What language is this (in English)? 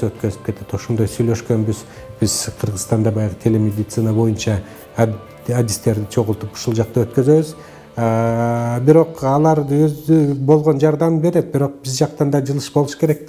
Kyrgyz